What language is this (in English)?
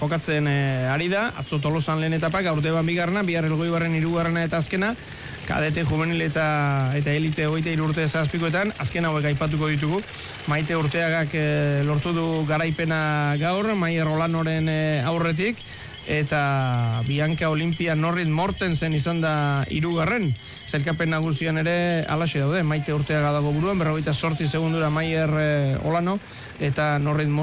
Basque